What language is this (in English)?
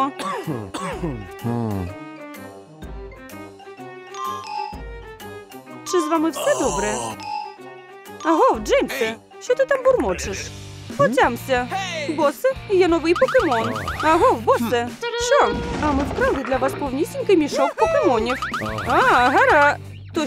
Ukrainian